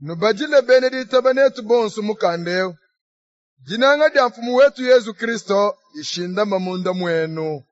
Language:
Luba-Lulua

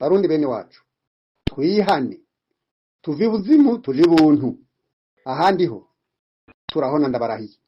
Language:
Rundi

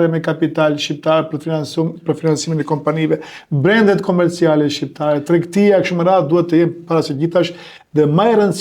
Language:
Albanian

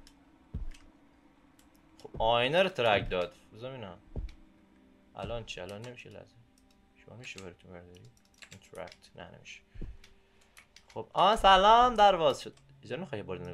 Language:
Persian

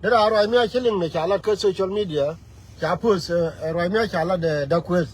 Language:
Nuer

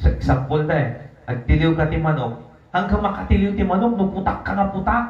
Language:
Iloko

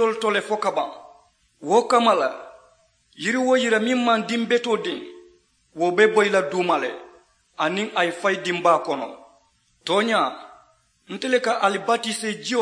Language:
Mandingo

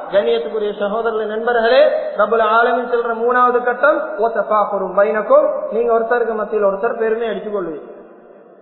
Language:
Tamil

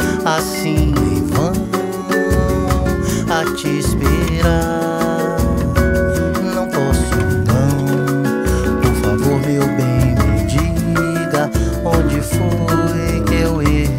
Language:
Portuguese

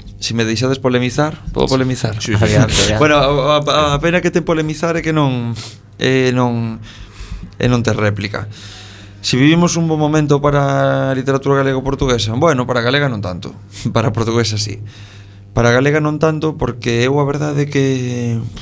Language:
Galician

